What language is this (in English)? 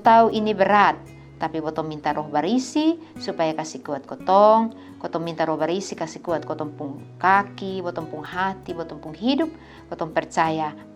Kupang Malay